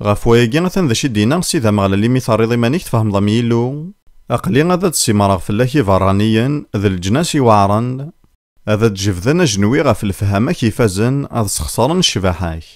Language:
Kabyle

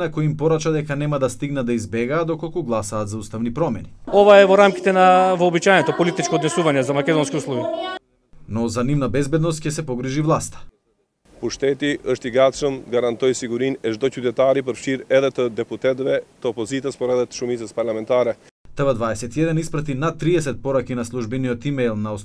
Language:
Macedonian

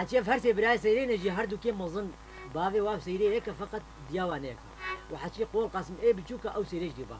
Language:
Kurdish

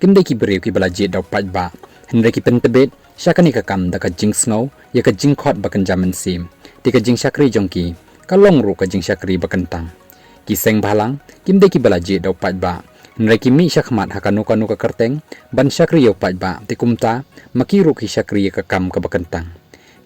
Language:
Khasi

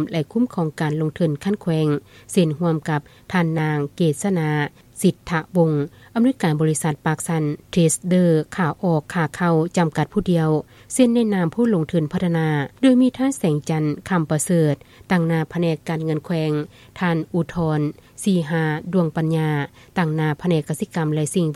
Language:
Lao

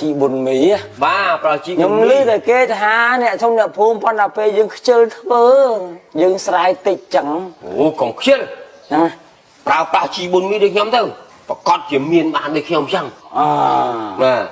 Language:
Khmer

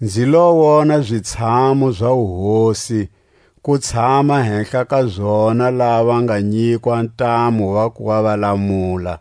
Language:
Tswa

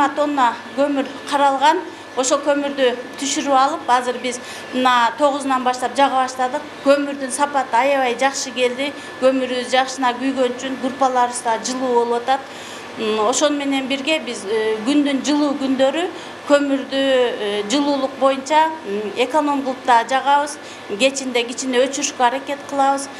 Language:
Kyrgyz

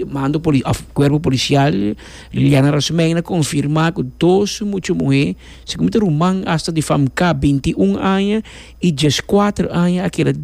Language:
Papiamento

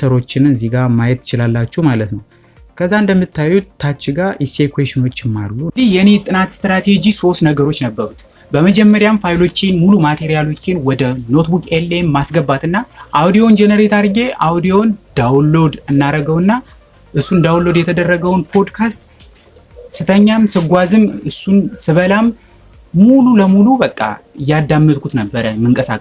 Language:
Amharic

